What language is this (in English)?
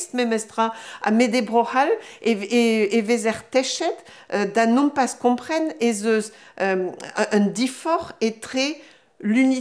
Breton